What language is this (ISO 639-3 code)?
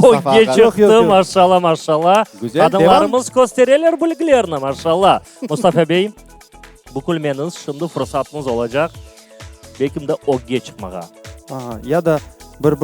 crh